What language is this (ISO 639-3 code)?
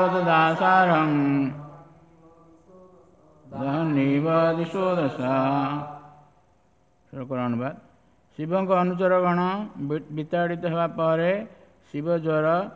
ori